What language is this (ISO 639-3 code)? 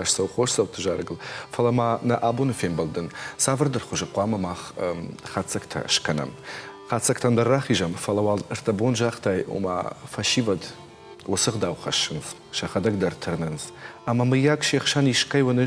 oss